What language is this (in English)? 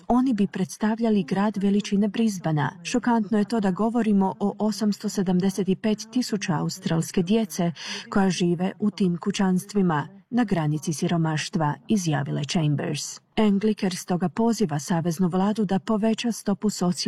Croatian